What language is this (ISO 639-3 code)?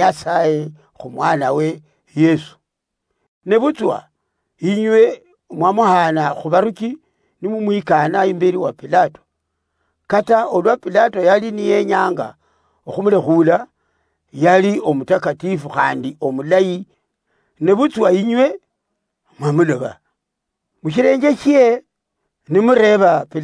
luy